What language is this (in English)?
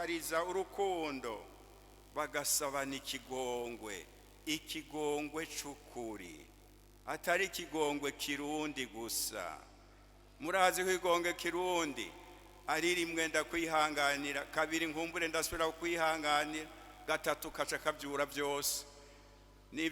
Rundi